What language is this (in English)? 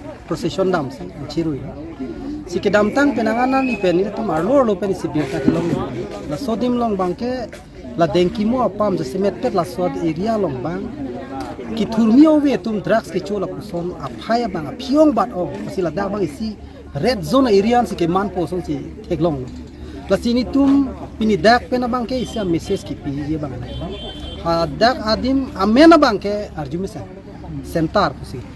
Karbi